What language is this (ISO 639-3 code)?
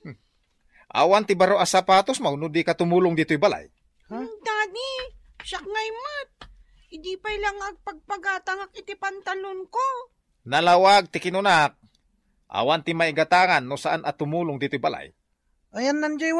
ilo